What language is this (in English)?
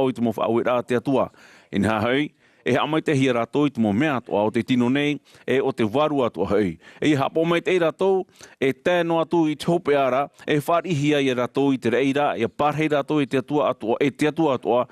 Tahitian